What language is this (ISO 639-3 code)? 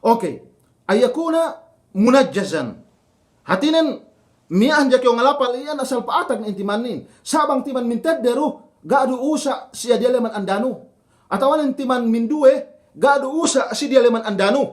yka